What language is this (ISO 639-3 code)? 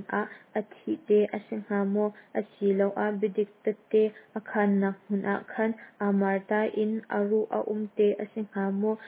cnh